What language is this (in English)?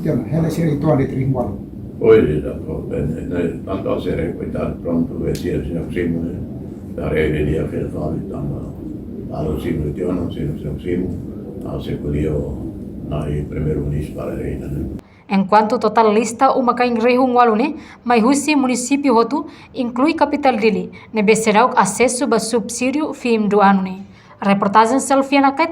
Tetum